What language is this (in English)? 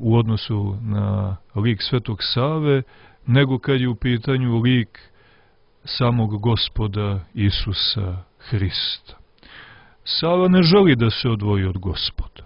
Serbian